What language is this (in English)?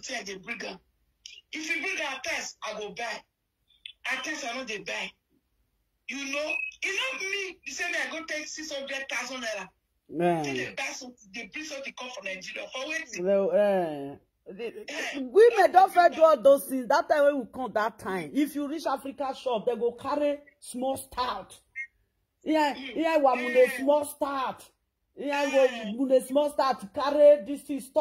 Nigerian Pidgin